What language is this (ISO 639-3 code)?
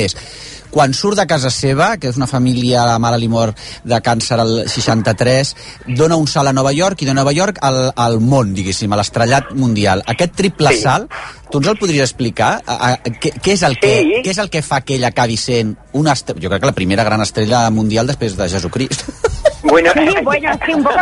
cat